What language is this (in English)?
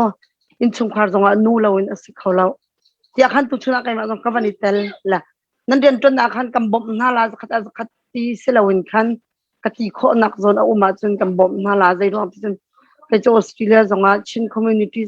Hakha Chin